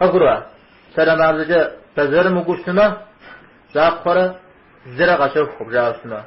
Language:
Kabardian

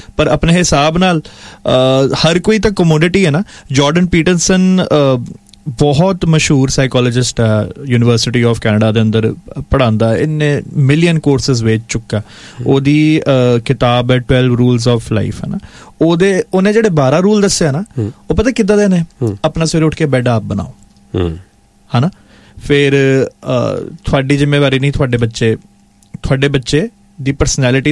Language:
Punjabi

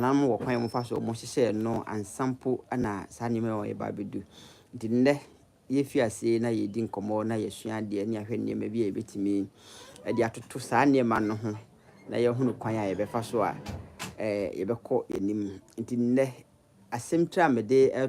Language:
Akan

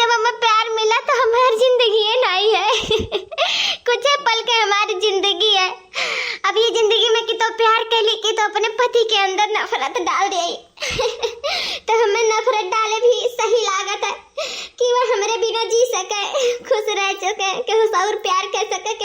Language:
Awadhi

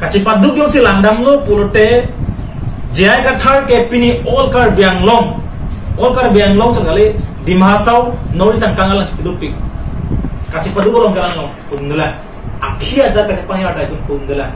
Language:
Karbi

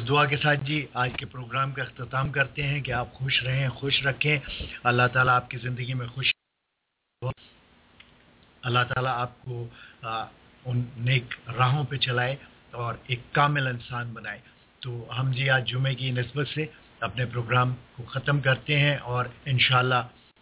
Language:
Urdu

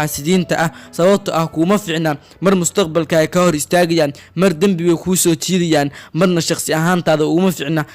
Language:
Somali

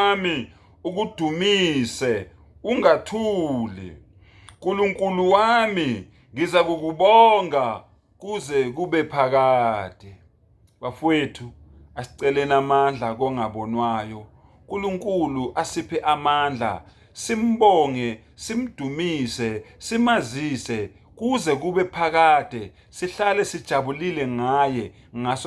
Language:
Zulu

